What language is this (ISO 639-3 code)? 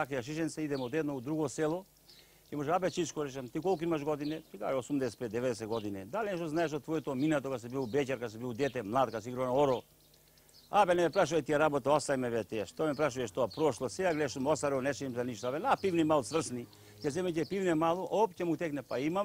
mkd